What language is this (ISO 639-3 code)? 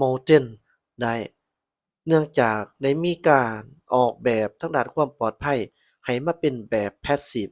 lao